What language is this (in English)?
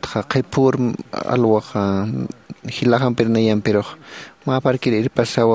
Aymara